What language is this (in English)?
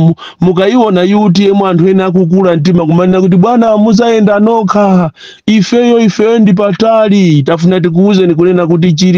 Nyanja